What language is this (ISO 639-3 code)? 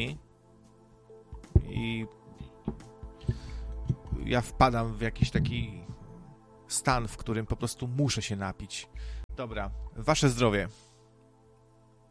pol